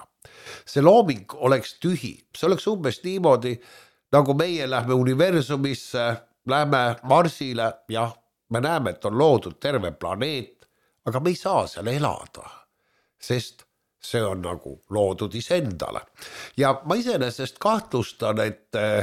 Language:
Estonian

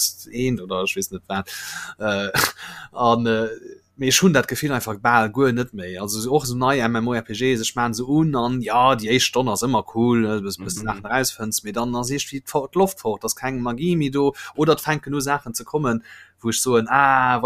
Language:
Luxembourgish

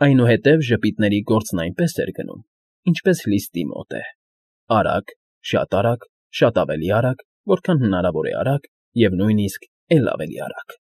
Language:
Armenian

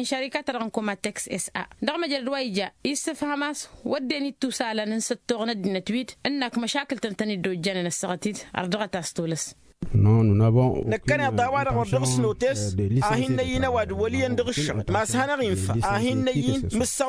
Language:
Tamasheq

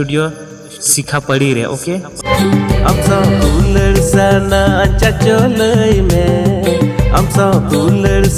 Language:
Santali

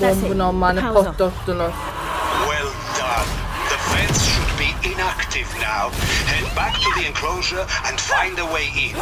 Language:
South Azerbaijani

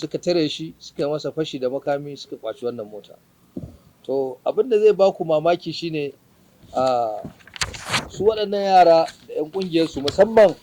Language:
Hausa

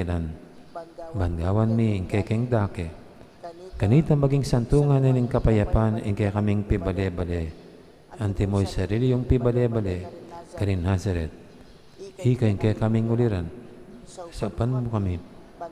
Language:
Pampanga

